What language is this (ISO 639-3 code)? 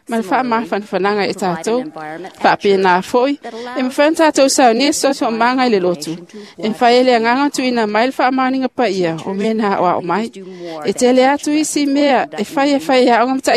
smo